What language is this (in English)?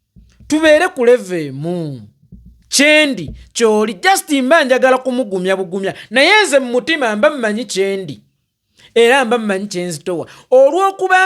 Ganda